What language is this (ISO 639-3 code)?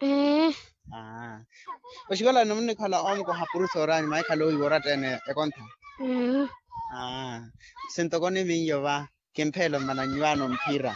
vmw